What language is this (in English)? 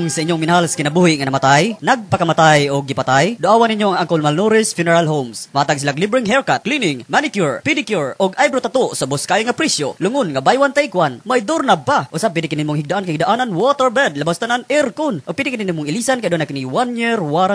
Cebuano